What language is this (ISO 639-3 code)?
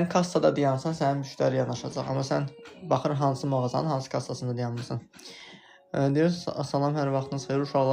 aze